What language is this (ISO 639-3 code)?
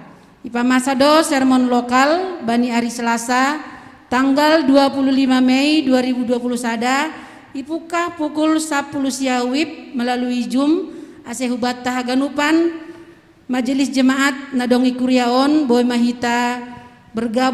bts